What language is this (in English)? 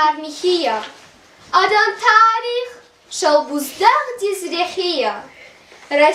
Lezghian